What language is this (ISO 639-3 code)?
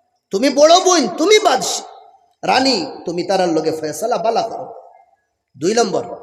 syl